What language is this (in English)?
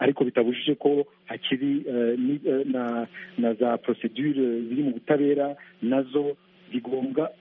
Kinyarwanda